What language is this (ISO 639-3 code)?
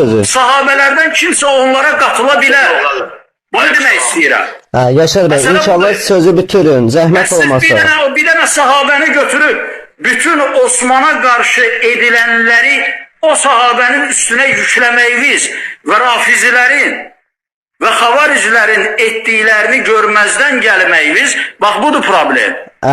aze